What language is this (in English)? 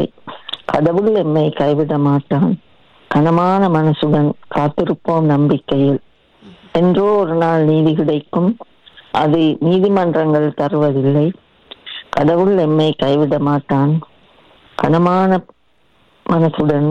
Tamil